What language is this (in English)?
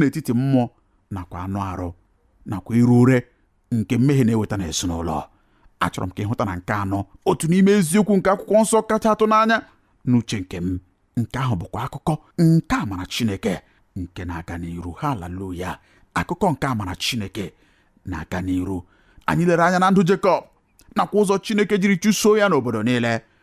Igbo